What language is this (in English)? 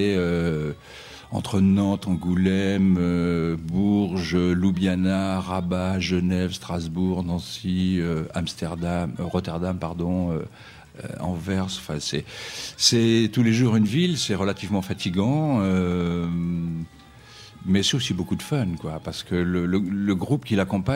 French